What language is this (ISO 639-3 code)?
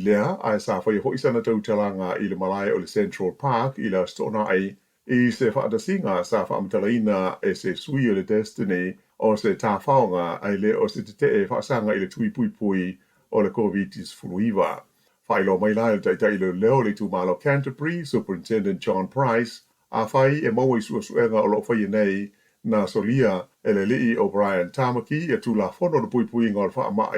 smo